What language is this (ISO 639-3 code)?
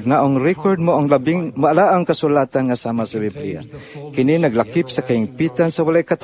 ceb